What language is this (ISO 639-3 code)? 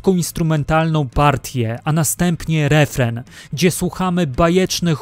pol